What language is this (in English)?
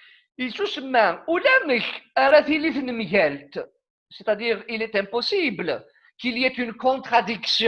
Kabyle